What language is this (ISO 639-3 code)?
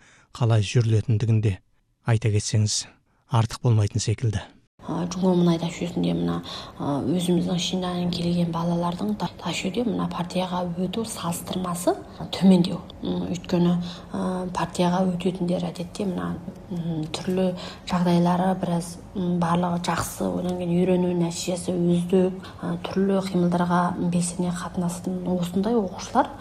kaz